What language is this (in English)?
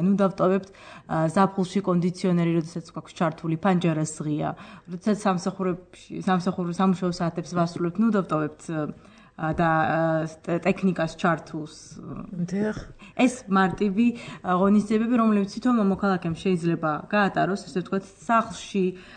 Georgian